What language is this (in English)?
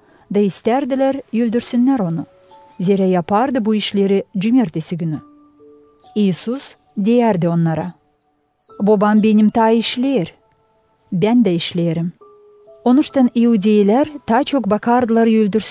Gagauz